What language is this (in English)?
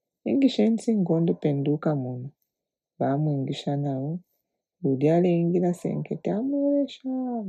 Bemba